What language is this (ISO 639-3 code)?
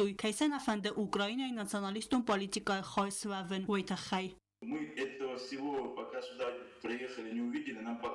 oss